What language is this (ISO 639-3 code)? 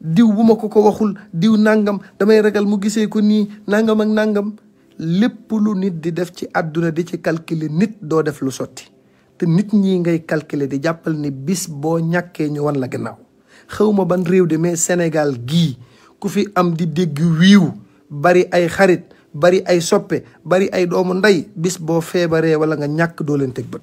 wol